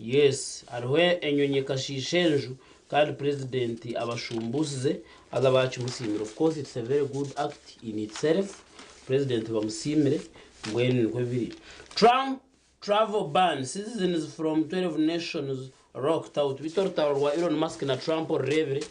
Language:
Nyankole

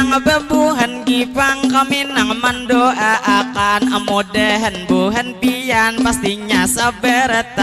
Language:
Banjar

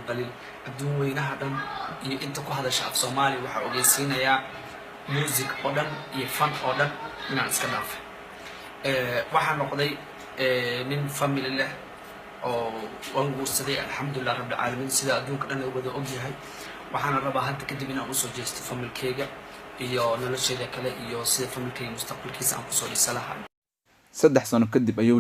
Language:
Somali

